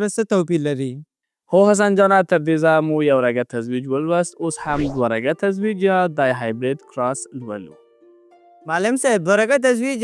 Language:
Pashto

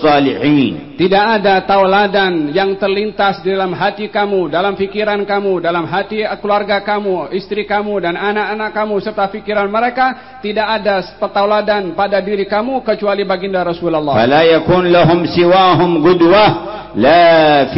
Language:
Malay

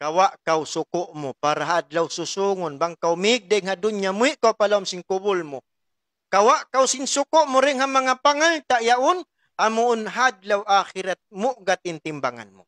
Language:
Tausug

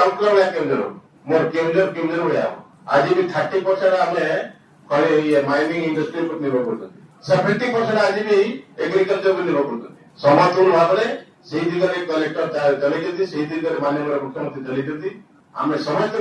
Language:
Odia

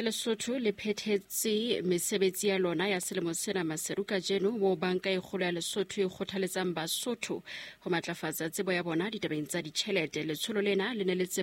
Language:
Southern Sotho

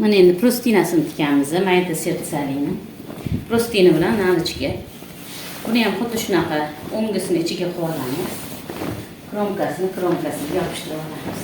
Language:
Uzbek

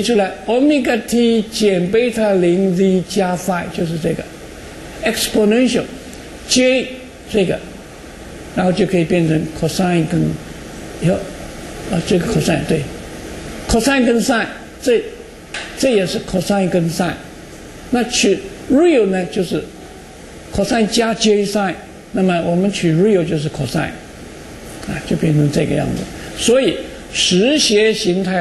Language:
Chinese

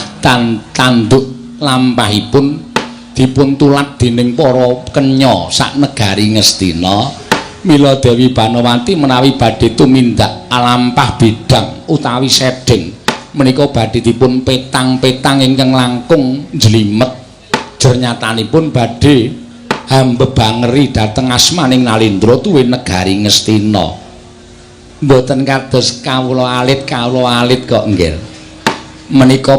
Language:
Javanese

